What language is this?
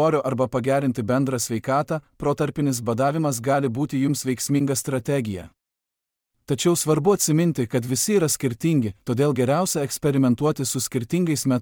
Lithuanian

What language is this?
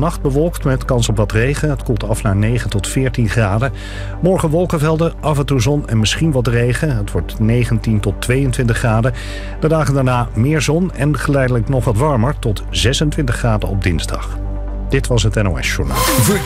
Dutch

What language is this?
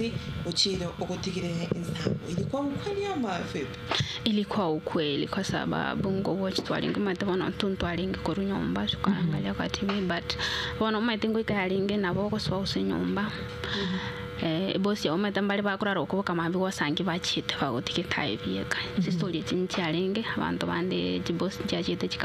Gusii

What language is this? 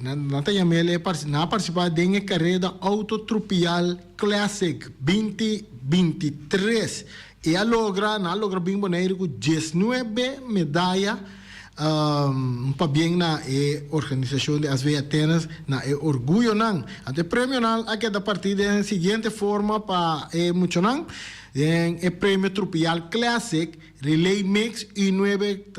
Papiamento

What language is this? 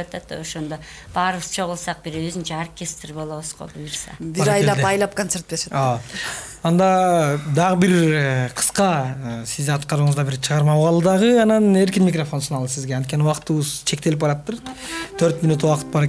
Kyrgyz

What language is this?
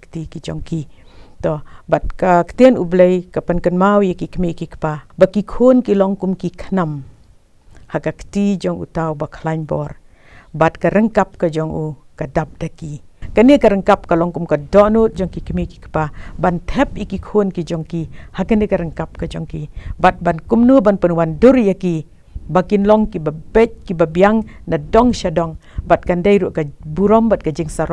Khasi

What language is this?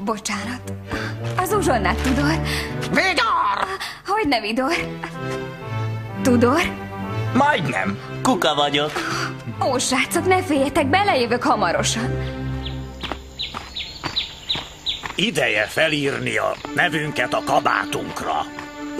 Hungarian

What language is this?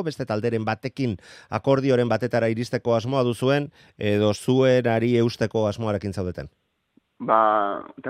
Basque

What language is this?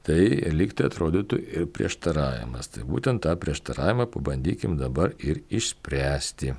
Lithuanian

